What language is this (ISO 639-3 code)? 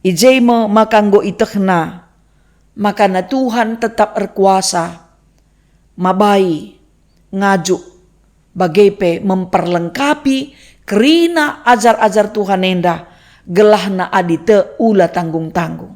btx